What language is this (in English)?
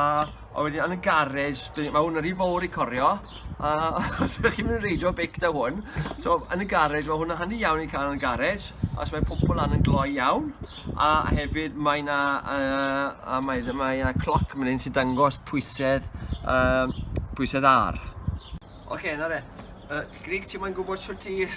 Welsh